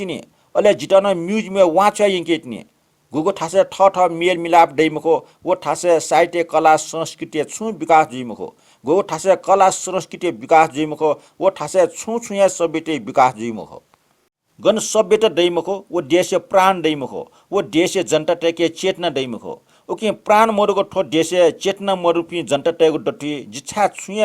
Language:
Newari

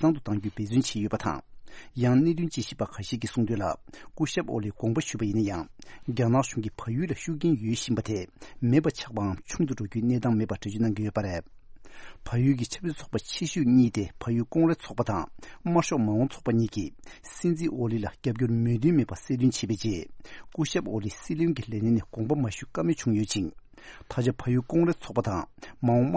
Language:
Tibetan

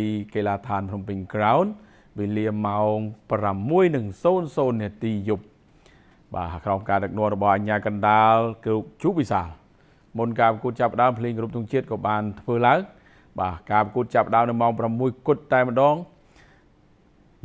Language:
Khmer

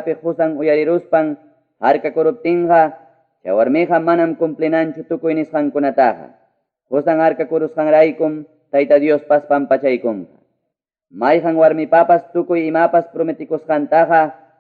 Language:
Ayacucho Quechua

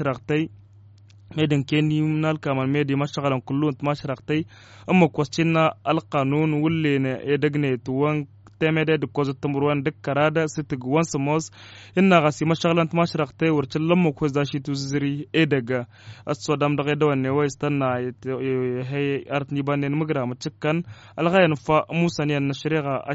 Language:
Tamasheq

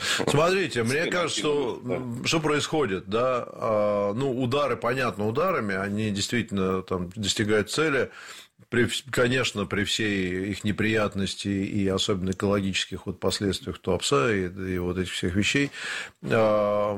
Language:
Russian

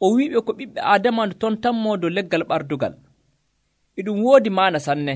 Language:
Nigerian Fulfulde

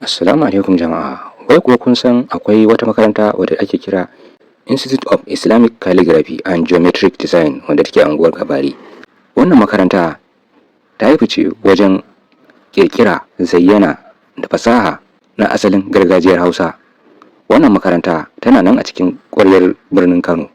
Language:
Hausa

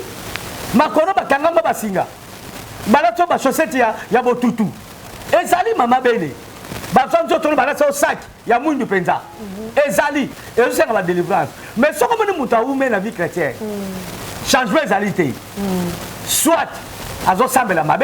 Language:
Lingala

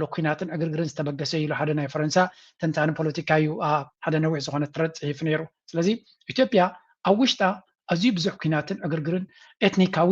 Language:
Tigrinya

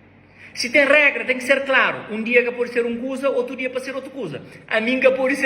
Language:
Kabuverdianu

